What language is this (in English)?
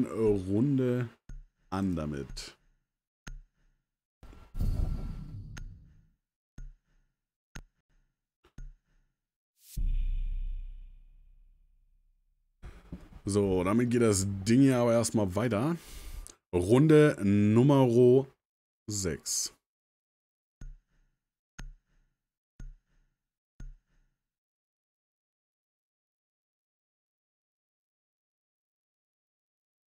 German